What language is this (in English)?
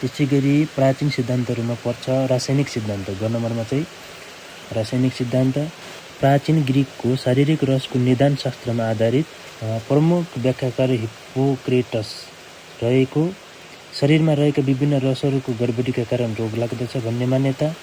Nepali